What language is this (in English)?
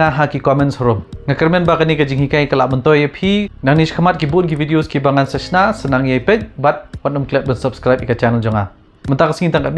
Khasi